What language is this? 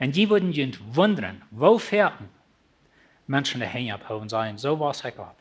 Plautdietsch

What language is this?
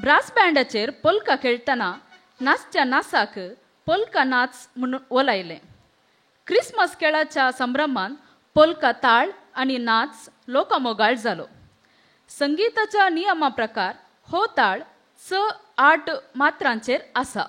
Konkani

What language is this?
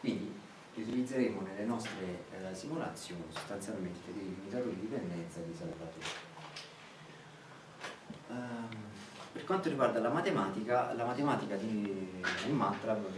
Italian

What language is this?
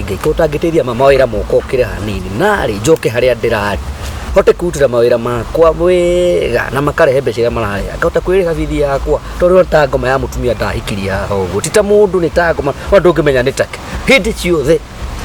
Kikuyu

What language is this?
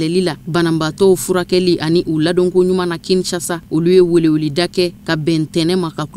Bambara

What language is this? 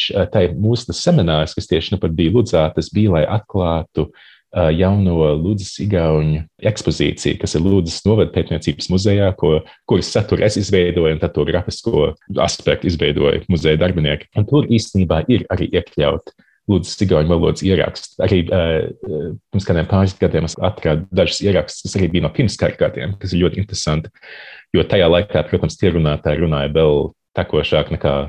Latvian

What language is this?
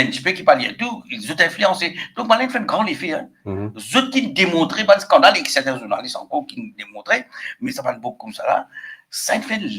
Morisyen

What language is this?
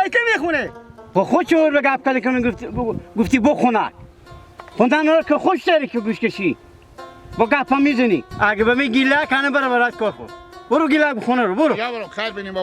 Hazaragi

